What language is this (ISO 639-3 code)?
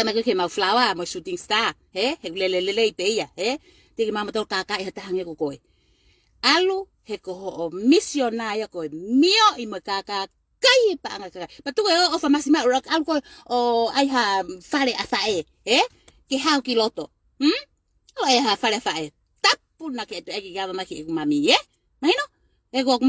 ton